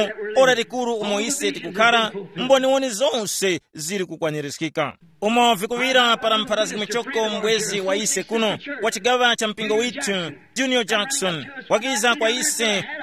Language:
Tumbuka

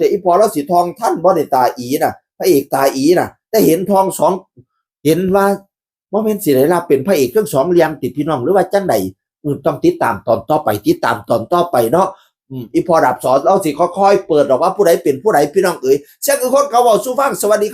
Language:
Northeastern Thai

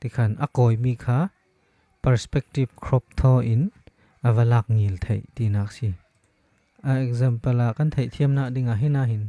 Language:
Falam Chin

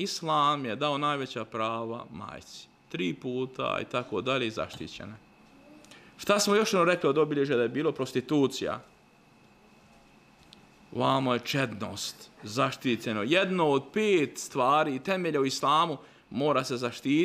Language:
Bosnian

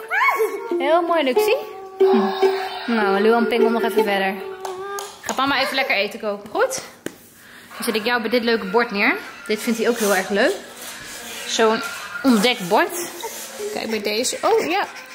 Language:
Dutch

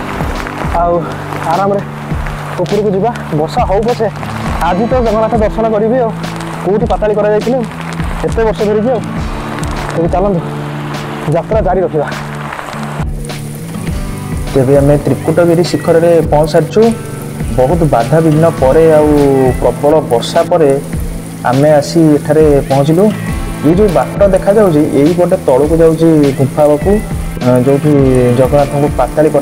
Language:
Odia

